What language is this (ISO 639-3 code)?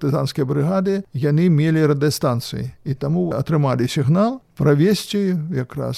bel